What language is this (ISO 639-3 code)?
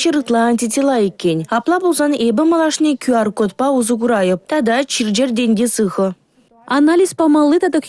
chv